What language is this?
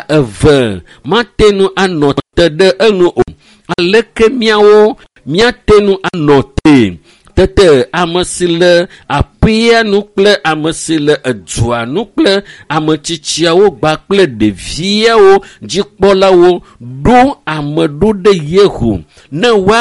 Ewe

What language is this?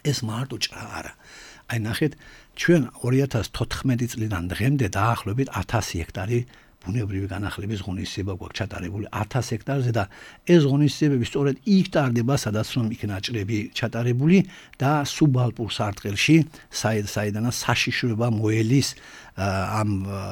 Georgian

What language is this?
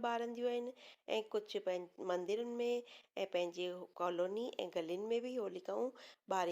Sindhi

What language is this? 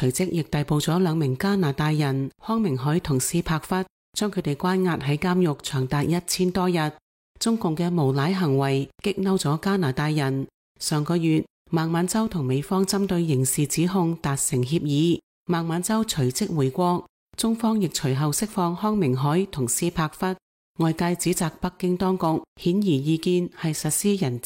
Cantonese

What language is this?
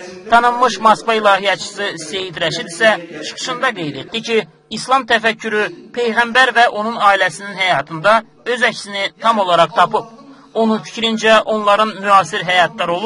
Azerbaijani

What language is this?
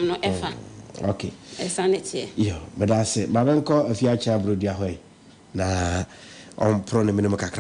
Akan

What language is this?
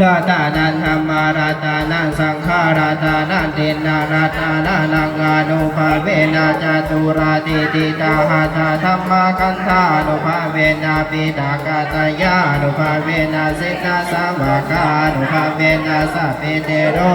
Pali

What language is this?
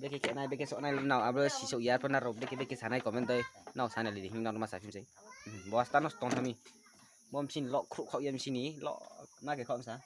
Riang (India)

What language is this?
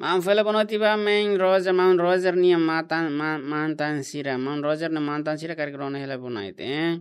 Tetum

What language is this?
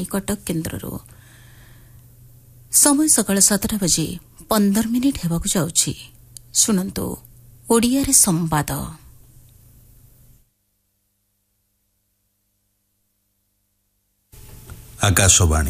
Odia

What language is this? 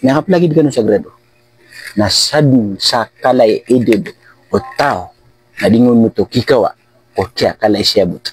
Maranao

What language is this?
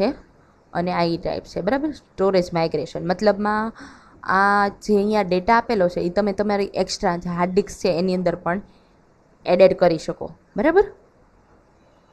Gujarati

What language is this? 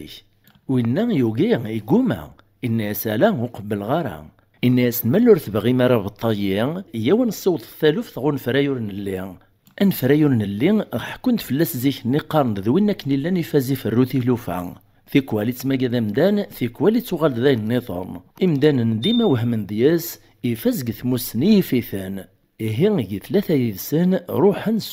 Kabyle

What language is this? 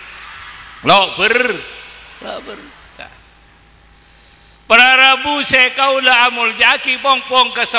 Madurese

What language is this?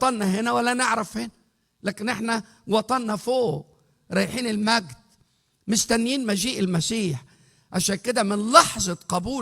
Egyptian Arabic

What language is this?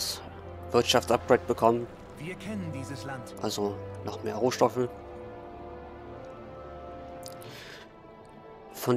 German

